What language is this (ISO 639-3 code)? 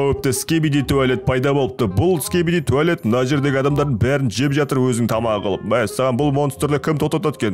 kaz